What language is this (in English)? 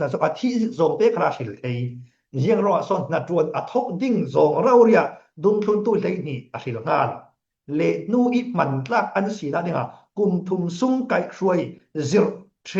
Falam Chin